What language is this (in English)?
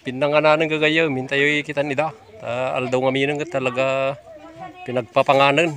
Iloko